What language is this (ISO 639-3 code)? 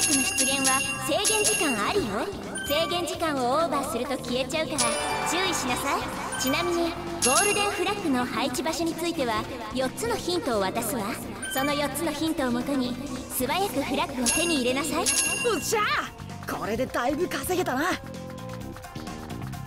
jpn